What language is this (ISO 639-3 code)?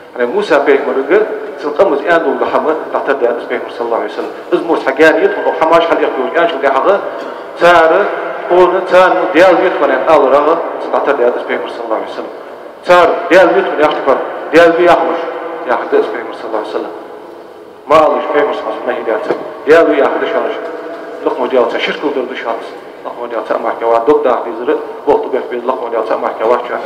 inh